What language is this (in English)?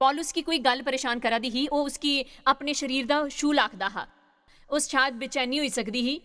Dogri